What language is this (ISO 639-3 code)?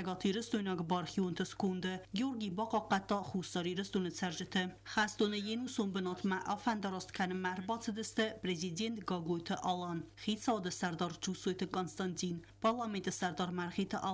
oss